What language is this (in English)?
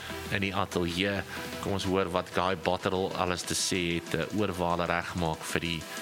Afrikaans